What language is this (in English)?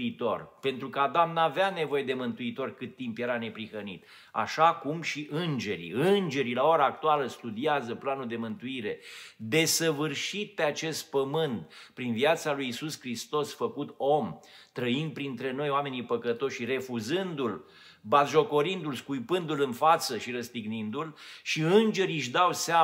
Romanian